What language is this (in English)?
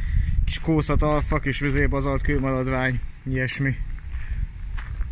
Hungarian